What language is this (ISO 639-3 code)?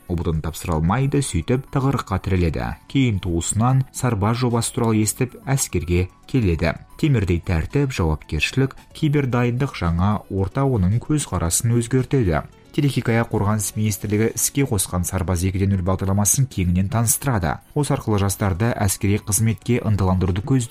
kaz